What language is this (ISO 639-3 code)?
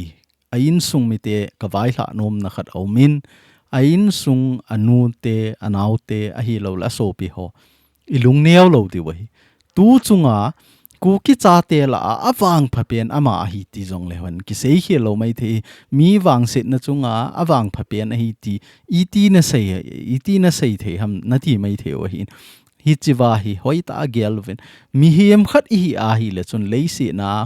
tcz